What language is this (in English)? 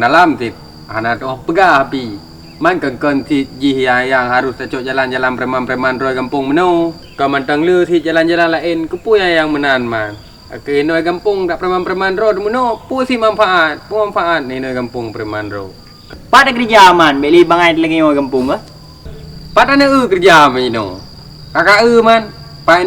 Achinese